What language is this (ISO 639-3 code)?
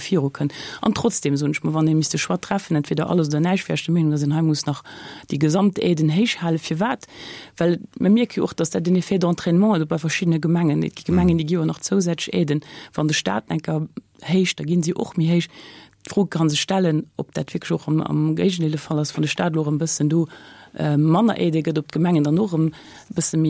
ltz